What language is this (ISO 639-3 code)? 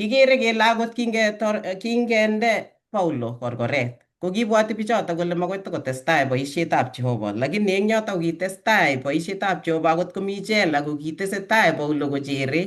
kln